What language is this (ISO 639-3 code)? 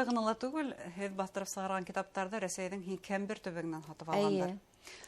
bak